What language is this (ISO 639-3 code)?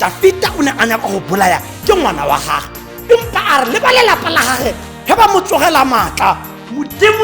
tsn